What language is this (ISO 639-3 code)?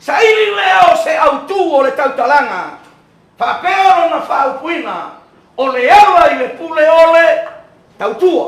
smo